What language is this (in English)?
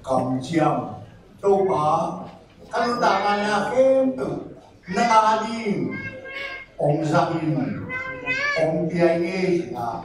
Tedim Chin